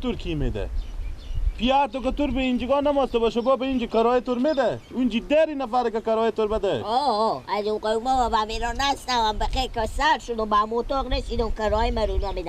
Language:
Persian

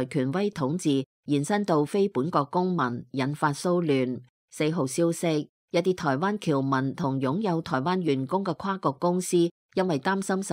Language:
Cantonese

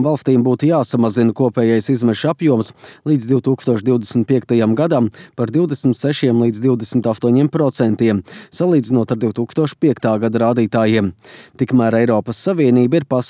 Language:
Latvian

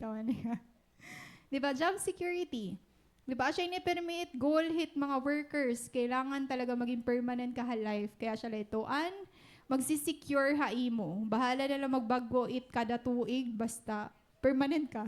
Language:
Waray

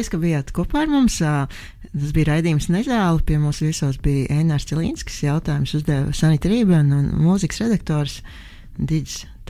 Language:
Latvian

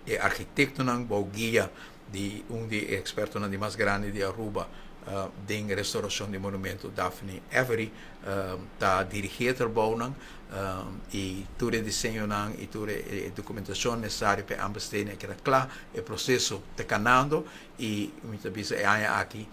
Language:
Papiamento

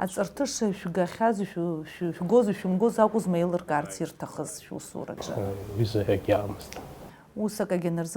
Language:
Abkhazian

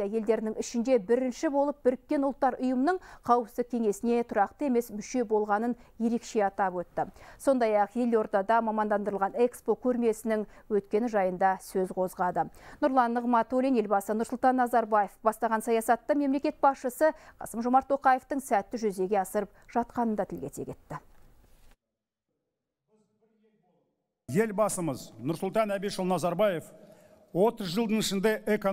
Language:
Kazakh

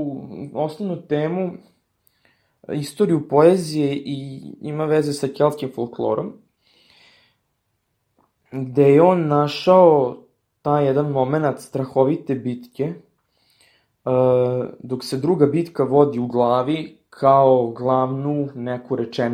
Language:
Serbian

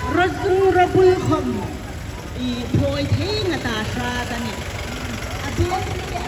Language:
Hmar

